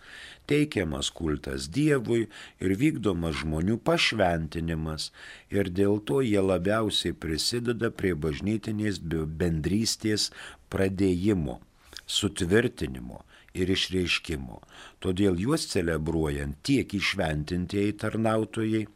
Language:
Lithuanian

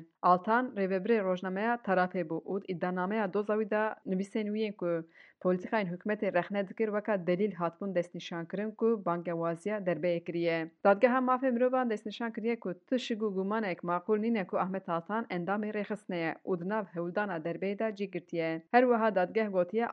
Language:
Kurdish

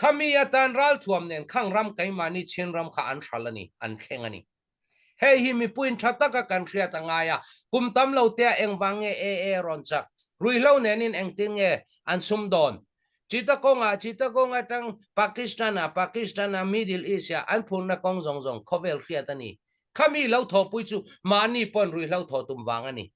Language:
Hakha Chin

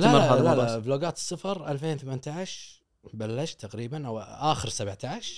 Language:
Gulf Arabic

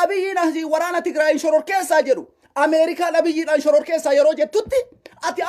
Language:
Oromo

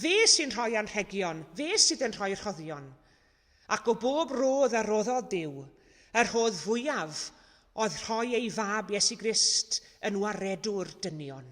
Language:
Welsh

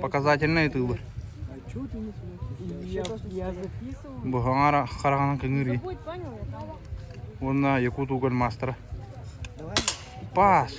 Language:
Yakut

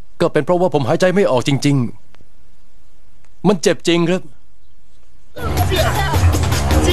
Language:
Thai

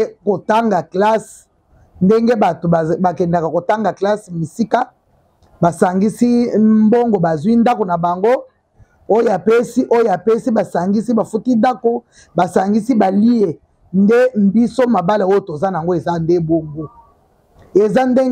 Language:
Lingala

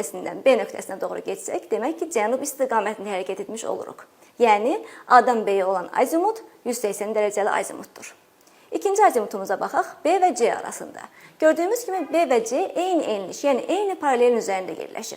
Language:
Azerbaijani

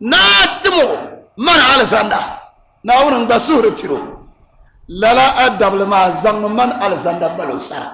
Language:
Dagbani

